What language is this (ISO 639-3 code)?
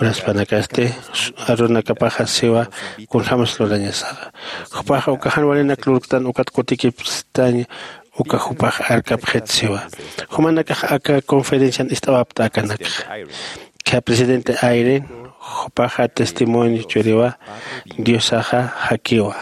aym